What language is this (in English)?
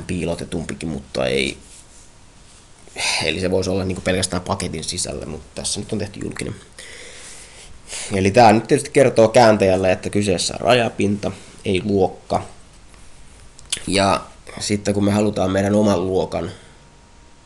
Finnish